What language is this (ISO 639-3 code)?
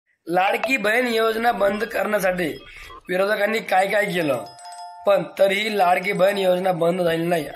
mar